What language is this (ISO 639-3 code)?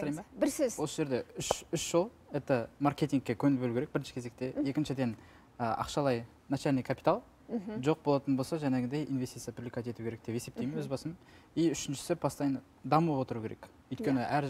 kaz